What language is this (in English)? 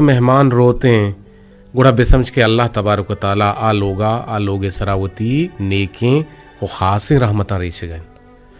Eastern Balochi